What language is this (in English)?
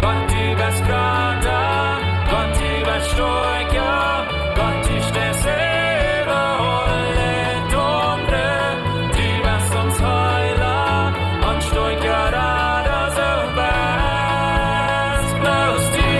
Plautdietsch